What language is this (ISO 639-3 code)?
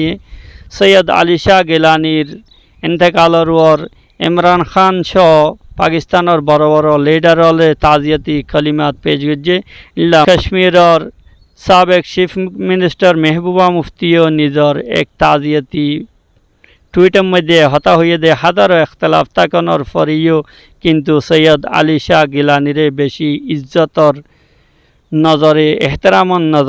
rhg